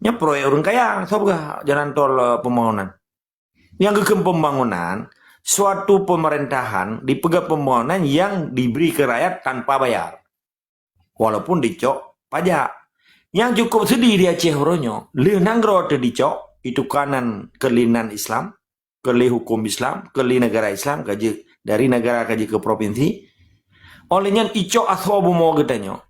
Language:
Achinese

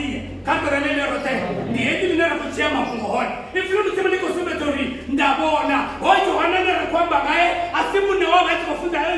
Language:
Venda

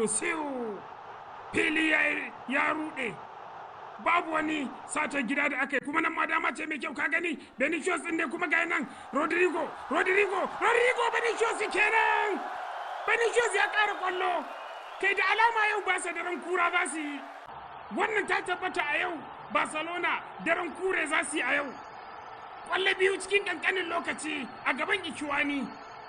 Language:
Hausa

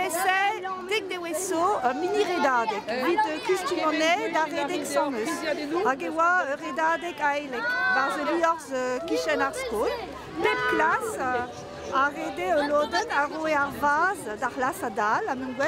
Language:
Breton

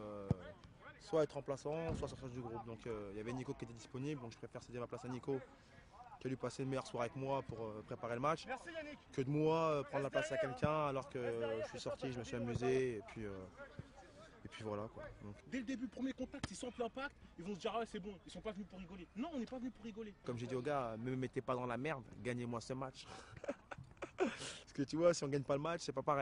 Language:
French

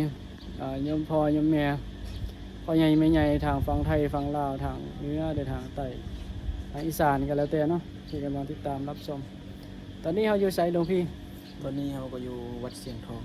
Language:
Northeastern Thai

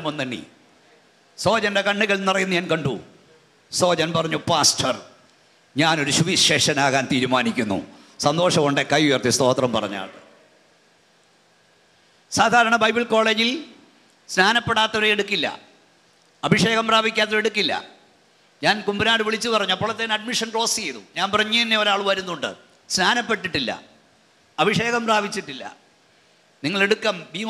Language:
Malayalam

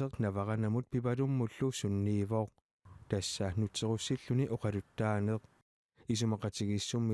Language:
Kalaallisut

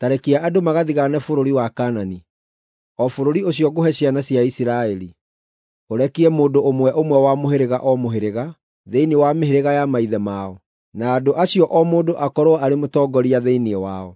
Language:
Kikuyu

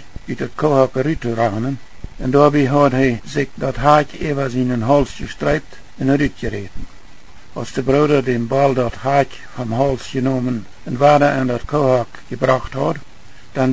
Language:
Plautdietsch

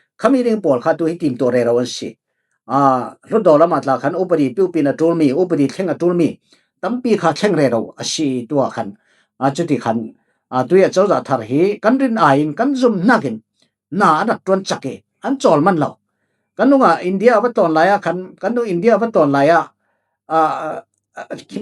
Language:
Falam Chin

